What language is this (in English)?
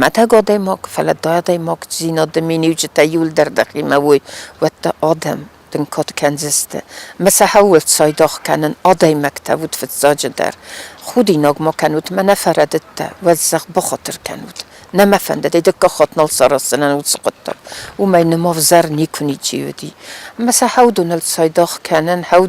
Ossetic